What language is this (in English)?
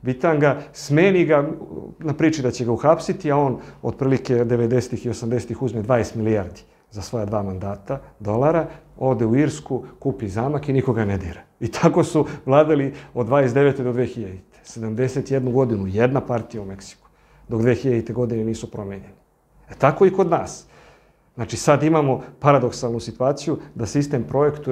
Serbian